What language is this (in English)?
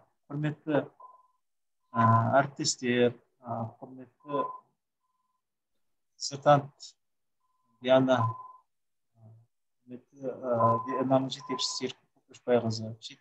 Kazakh